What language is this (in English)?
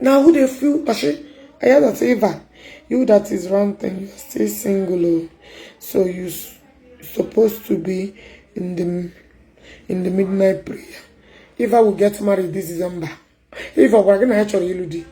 Igbo